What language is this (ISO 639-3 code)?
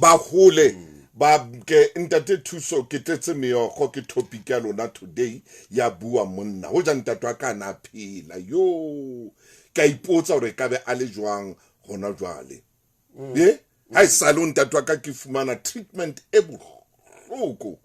sot